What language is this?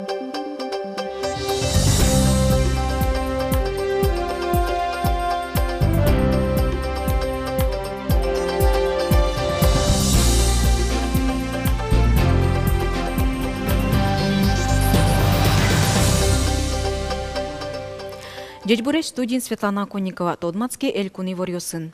Udmurt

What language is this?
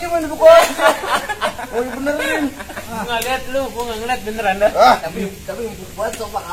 Betawi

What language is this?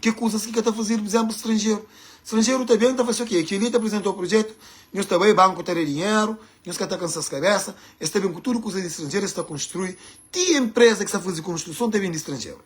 Kabuverdianu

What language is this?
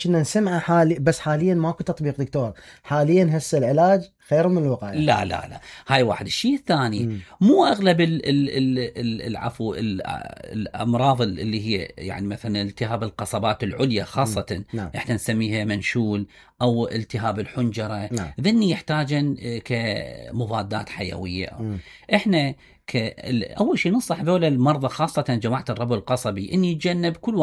Mesopotamian Arabic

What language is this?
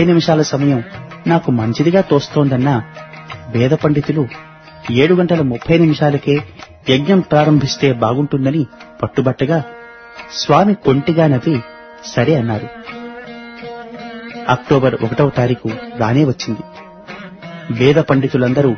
Telugu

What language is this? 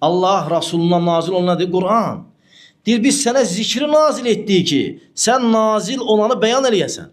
Azerbaijani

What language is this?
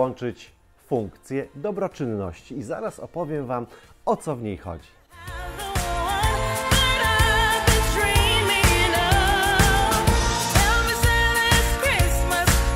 Polish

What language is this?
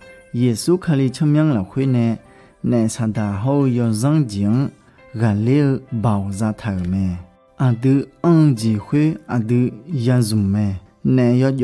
Akha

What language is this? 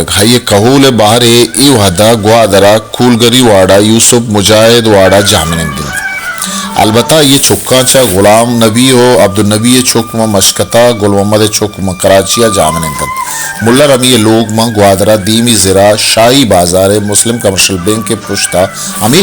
Baluchi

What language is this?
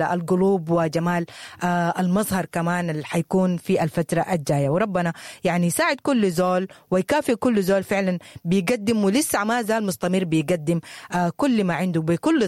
Sudanese Arabic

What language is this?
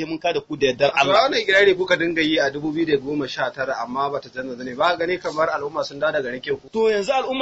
Hausa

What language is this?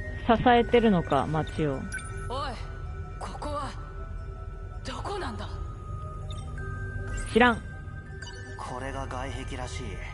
Japanese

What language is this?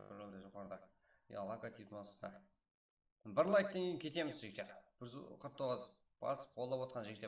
Kara-Kalpak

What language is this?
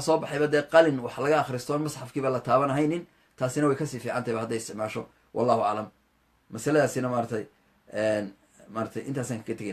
Somali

